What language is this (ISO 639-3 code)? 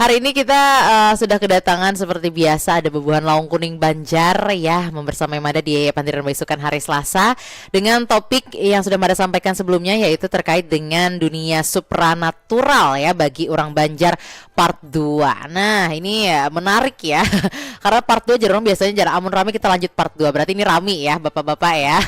bjn